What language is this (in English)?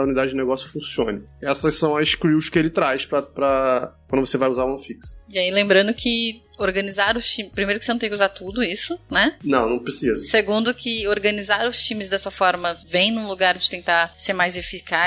Portuguese